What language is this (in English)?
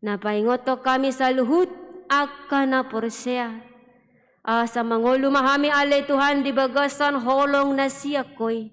Batak Toba